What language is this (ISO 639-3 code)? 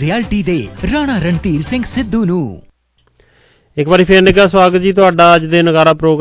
pan